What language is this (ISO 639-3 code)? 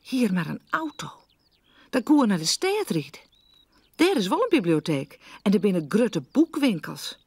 fry